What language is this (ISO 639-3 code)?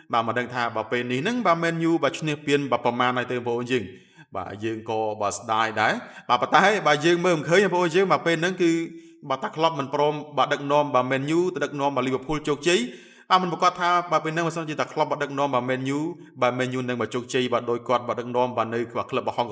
khm